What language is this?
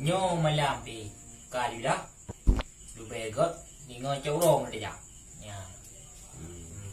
Achinese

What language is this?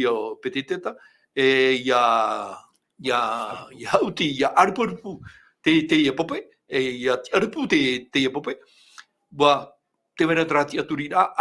Tahitian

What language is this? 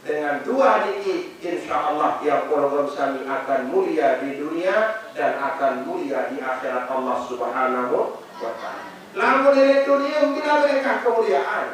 Sasak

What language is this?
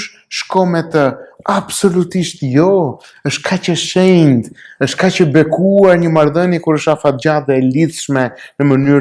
Albanian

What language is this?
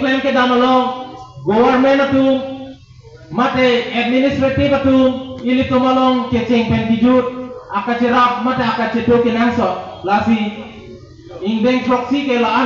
Karbi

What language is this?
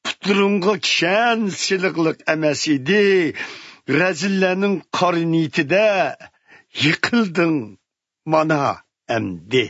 Uyghur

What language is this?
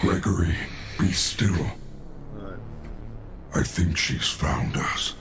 Māori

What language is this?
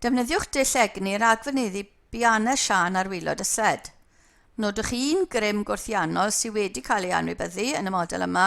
Welsh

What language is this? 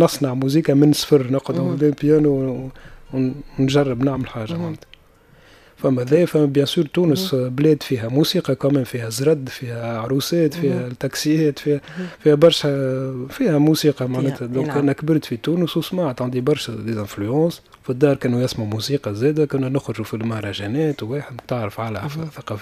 Tunisian Arabic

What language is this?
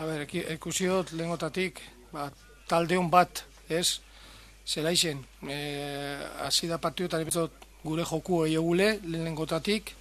Basque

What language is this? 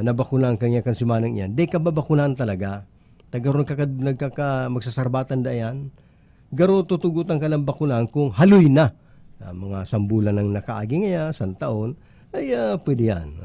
Bikol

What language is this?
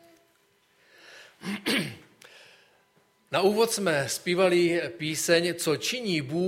Czech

